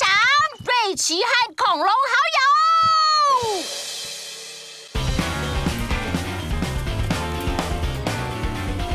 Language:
Chinese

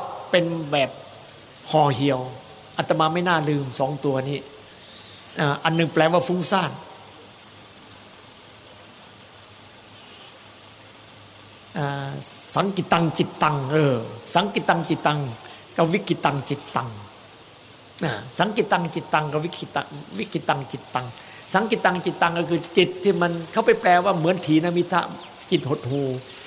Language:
Thai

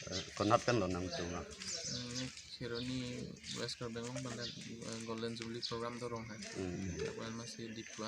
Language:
Karbi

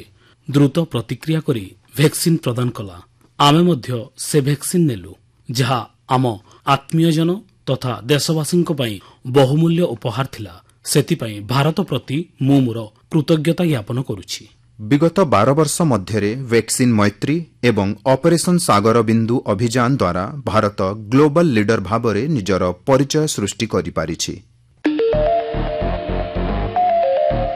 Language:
Odia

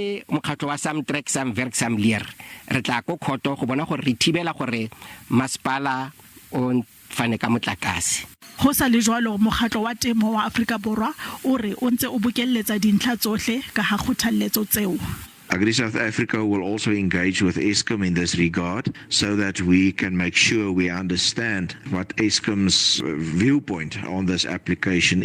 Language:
Southern Sotho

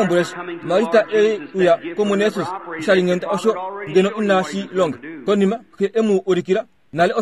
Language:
Kuanyama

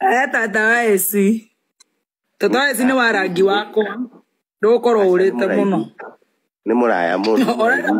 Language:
Kikuyu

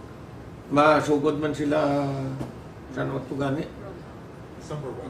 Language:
Hiligaynon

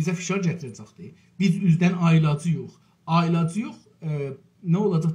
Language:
South Azerbaijani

